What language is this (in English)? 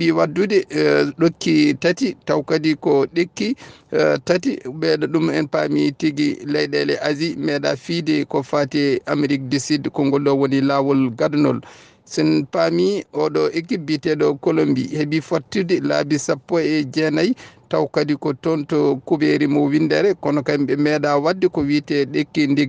Fula